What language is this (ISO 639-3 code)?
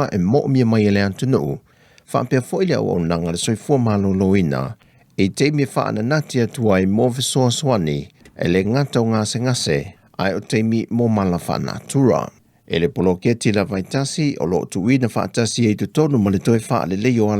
smo